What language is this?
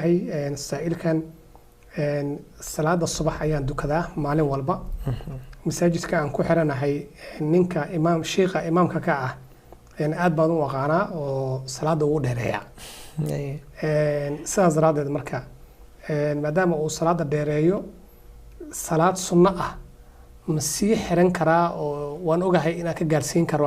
Somali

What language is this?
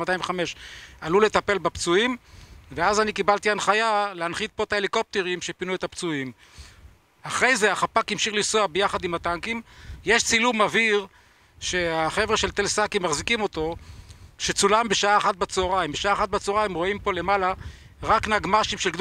Hebrew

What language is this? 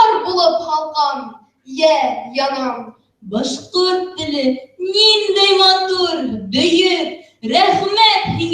Bashkir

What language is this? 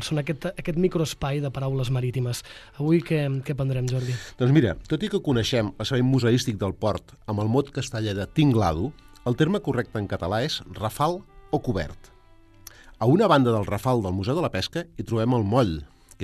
Catalan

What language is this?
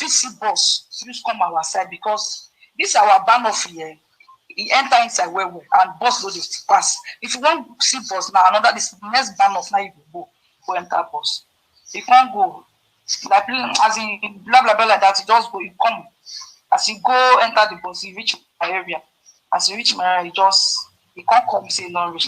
Nigerian Pidgin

